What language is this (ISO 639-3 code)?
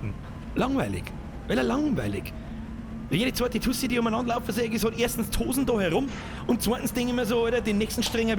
bar